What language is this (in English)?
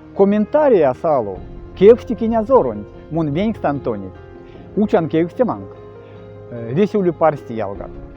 Erzya